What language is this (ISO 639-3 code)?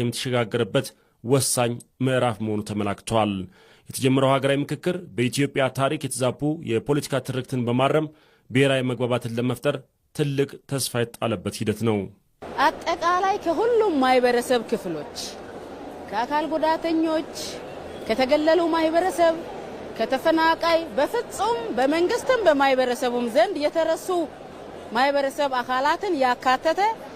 amh